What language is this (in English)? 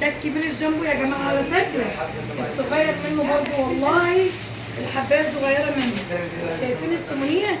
Egyptian Arabic